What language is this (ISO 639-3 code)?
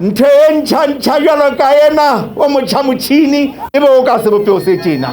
sot